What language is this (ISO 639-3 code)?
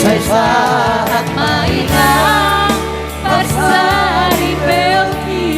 bbc